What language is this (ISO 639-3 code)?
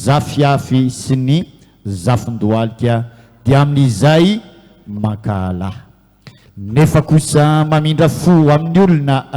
mlg